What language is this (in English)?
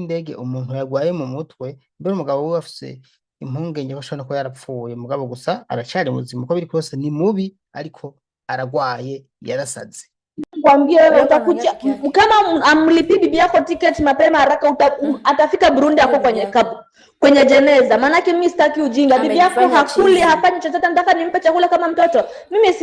Rundi